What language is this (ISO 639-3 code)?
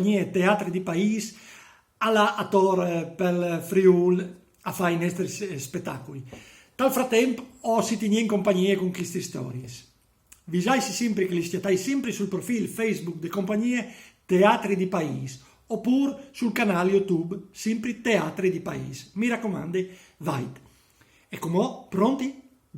fur